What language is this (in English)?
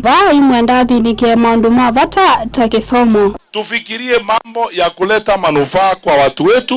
Kamba